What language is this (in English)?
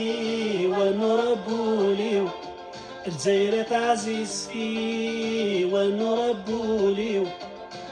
Kabyle